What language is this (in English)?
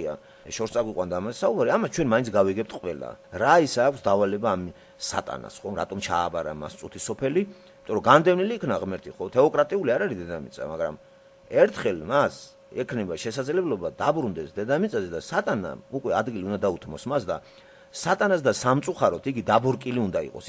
Georgian